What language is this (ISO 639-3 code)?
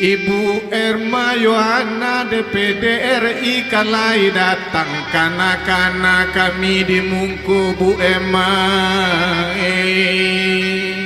min